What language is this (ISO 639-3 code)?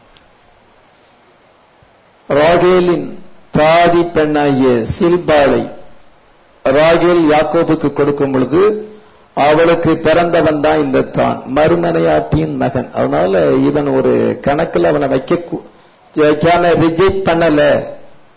tam